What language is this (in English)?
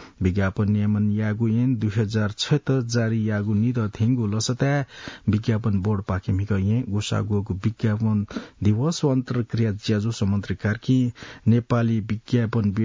Newari